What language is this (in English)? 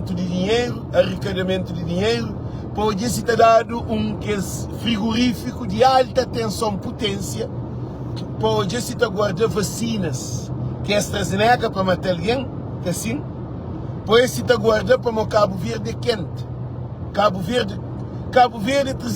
Kabuverdianu